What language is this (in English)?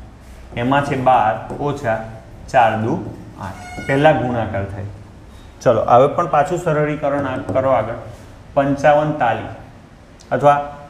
Gujarati